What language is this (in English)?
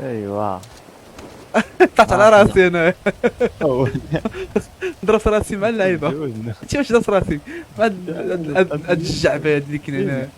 Moroccan Arabic